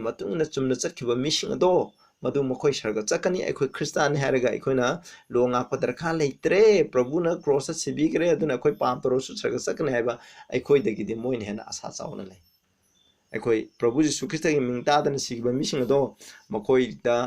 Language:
Manipuri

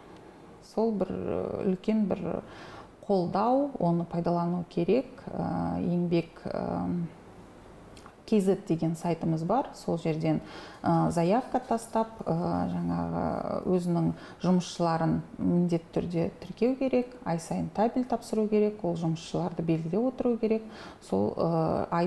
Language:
Kazakh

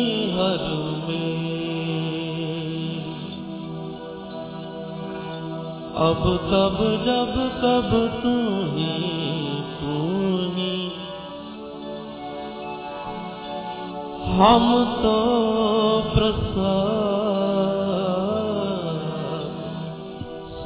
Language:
Punjabi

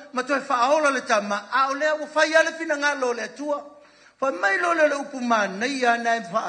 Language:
Samoan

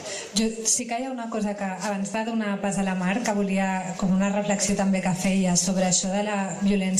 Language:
Catalan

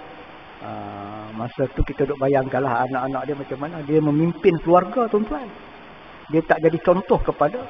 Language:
Malay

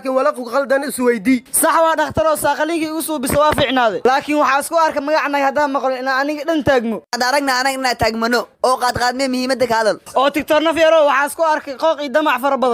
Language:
Somali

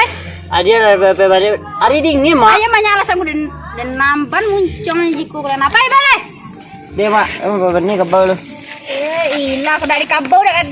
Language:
Minangkabau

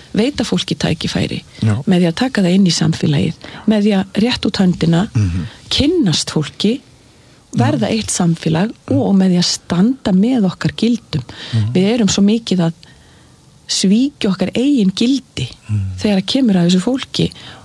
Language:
Icelandic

